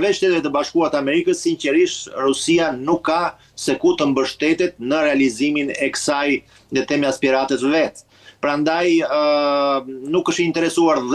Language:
Albanian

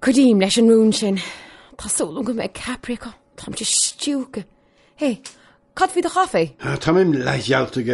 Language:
Irish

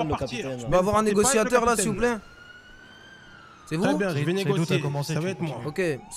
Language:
French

